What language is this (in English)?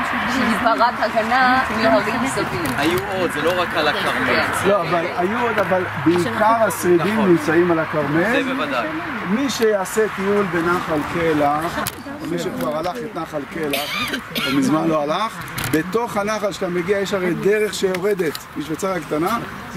Hebrew